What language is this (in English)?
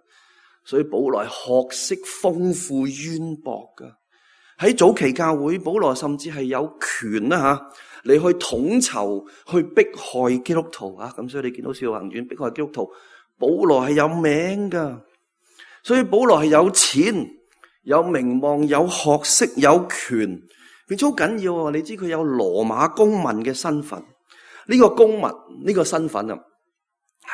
Cantonese